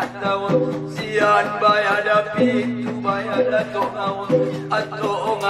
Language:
Batak Angkola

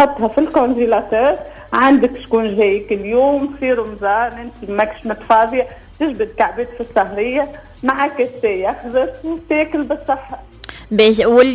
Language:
Tunisian Arabic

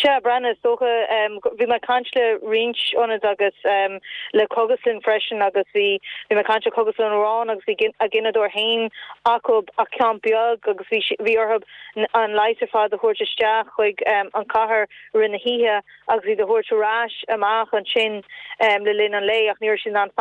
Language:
Irish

